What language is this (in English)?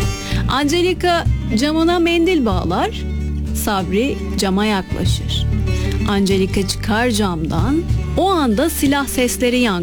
Turkish